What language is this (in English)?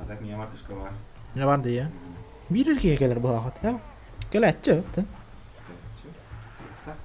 Yakut